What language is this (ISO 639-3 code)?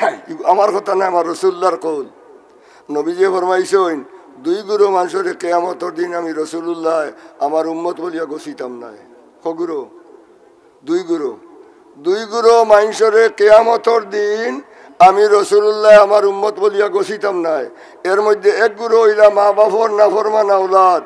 syl